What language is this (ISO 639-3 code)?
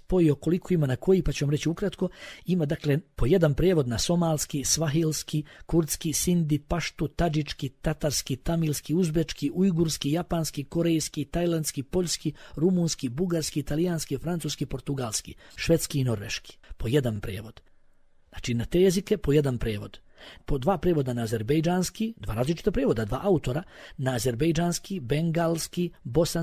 bos